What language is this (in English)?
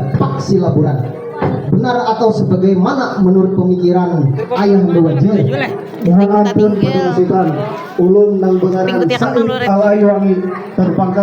Banjar